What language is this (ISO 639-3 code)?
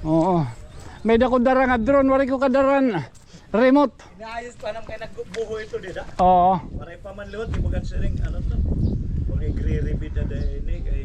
war